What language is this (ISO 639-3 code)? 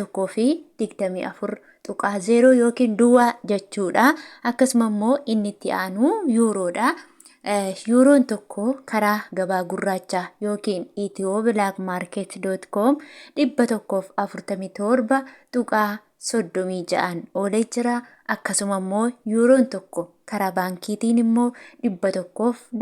orm